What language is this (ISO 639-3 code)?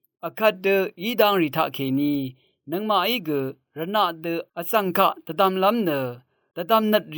raw